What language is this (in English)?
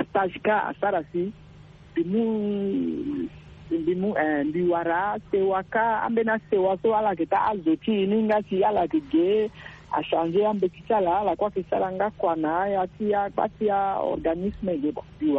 Sango